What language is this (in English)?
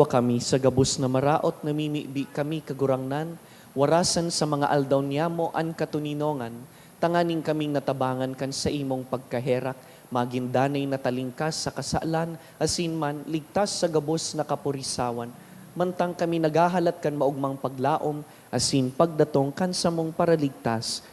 Bikol